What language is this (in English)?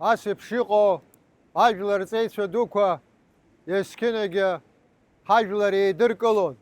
Abkhazian